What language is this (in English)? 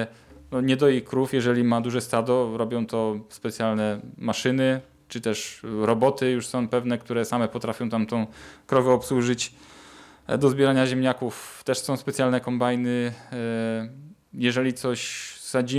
Polish